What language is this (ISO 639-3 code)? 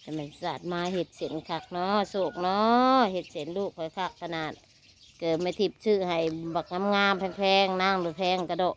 tts